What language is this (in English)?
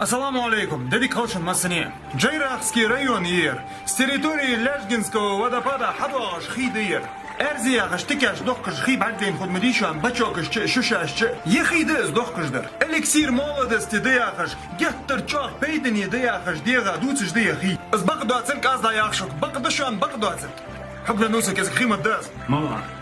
Chechen